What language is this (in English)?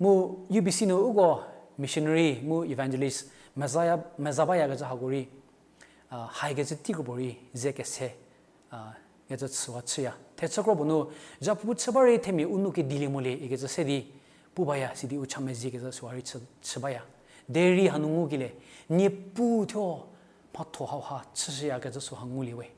Angami Naga